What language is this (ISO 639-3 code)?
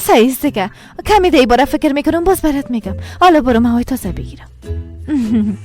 fas